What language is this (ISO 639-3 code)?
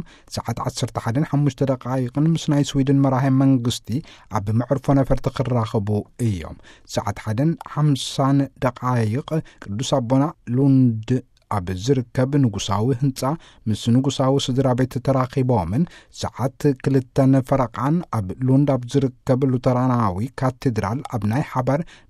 tir